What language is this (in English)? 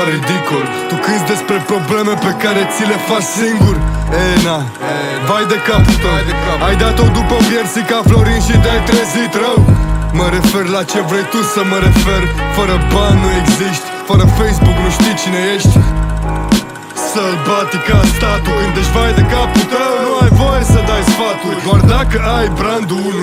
Romanian